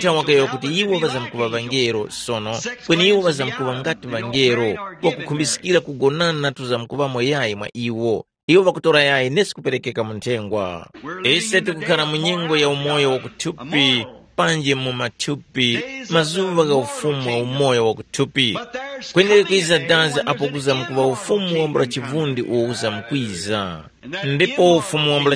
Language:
Tumbuka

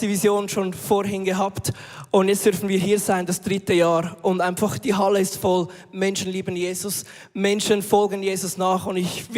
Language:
Swiss German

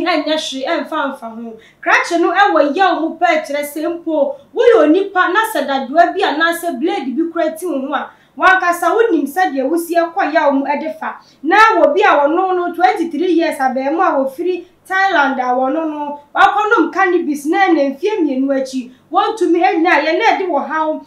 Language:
Akan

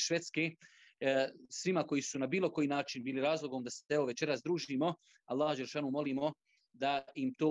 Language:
Bosnian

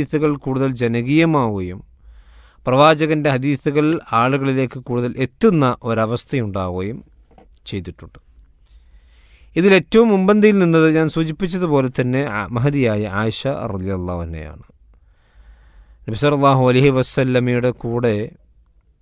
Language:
Malayalam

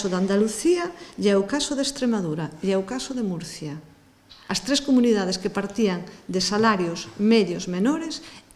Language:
Galician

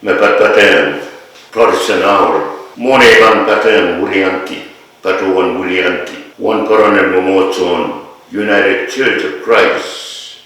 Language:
Pohnpeian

